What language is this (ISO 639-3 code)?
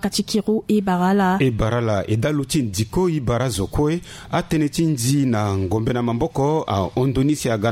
sag